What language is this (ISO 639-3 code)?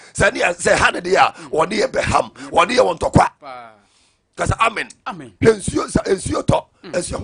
aka